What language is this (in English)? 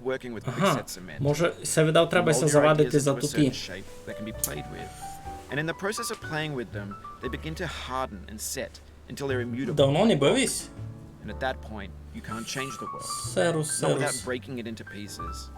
Rusyn